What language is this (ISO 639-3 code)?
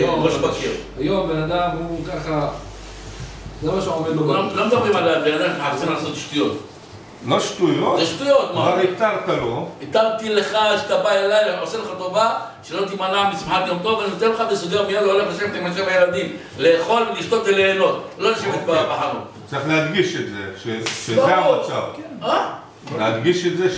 heb